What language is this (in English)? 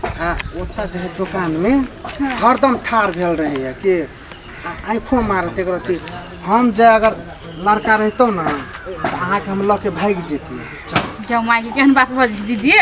Maithili